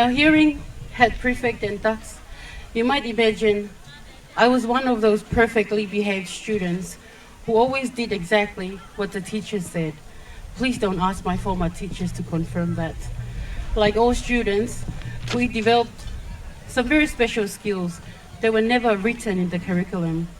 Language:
Tongan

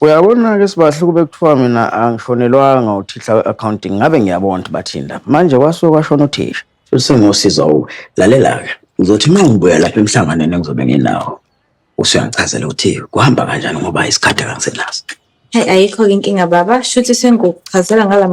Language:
Zulu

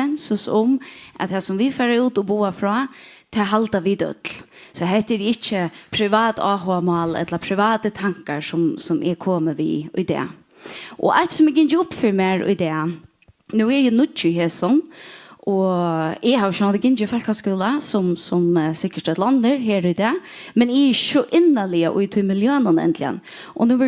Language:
Faroese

